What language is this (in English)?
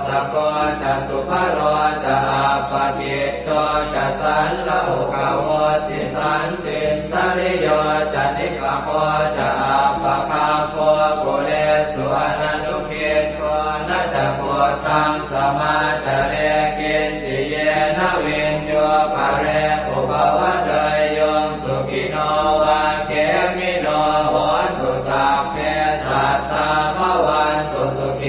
Pali